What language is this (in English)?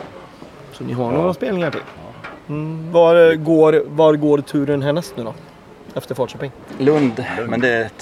Swedish